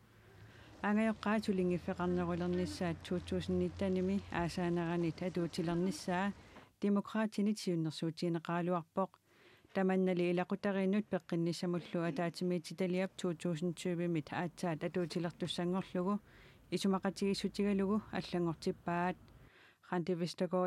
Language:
Kalaallisut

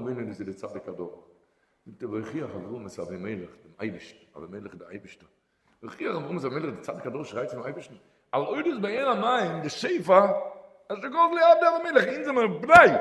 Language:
Yiddish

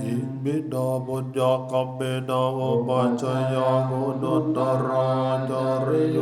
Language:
Northeastern Thai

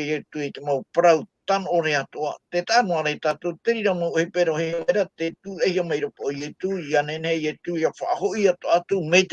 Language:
Tahitian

